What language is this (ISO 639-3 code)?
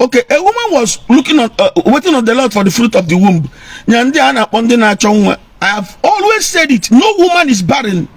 ibo